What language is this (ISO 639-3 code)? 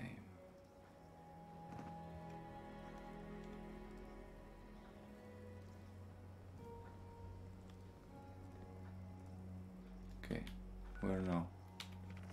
eng